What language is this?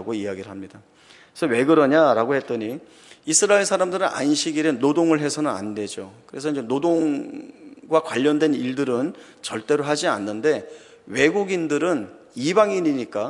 Korean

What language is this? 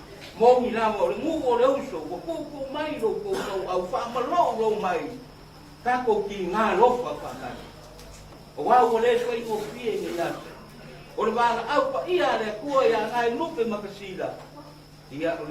Samoan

